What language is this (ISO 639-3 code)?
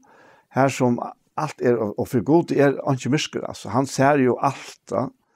fao